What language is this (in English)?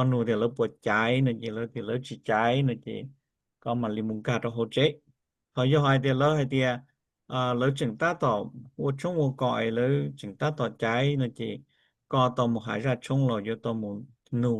Hmong